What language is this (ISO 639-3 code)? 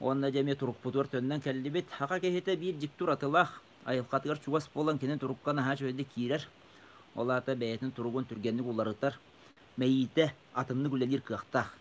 sah